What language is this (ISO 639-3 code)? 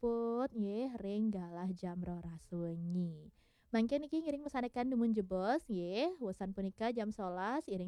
ban